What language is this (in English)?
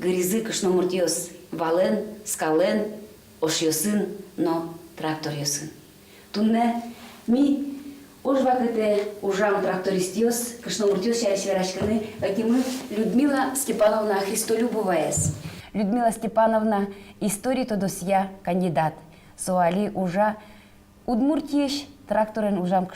Udmurt